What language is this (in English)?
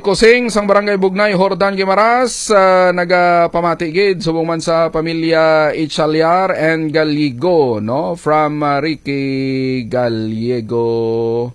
Hiligaynon